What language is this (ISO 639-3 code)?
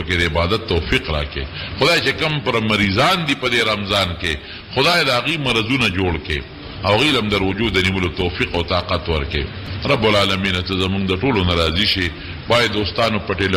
pus